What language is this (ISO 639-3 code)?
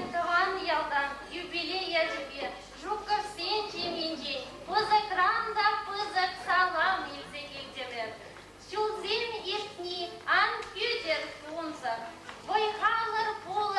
chv